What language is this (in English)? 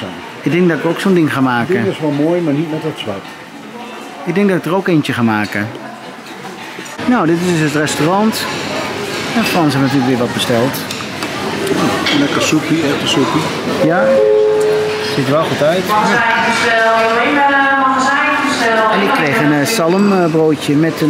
Dutch